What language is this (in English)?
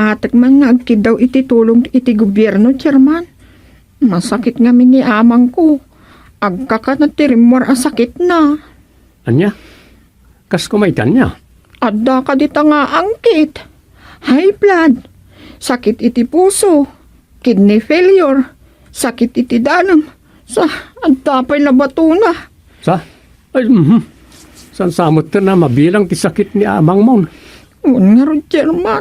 Iloko